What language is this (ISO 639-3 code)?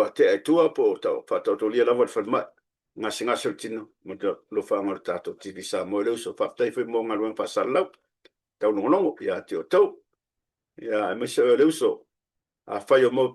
smo